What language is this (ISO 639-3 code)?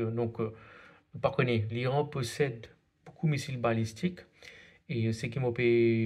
mfe